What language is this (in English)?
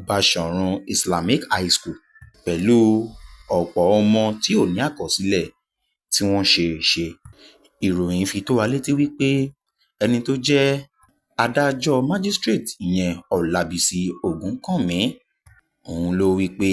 Yoruba